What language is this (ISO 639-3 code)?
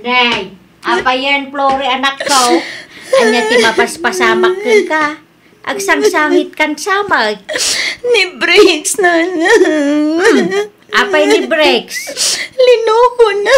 ilo